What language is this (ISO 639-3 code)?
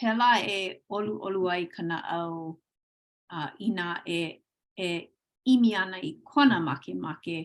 haw